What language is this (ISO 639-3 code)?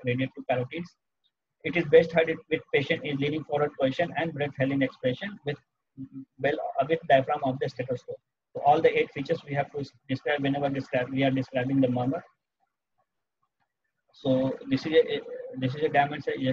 eng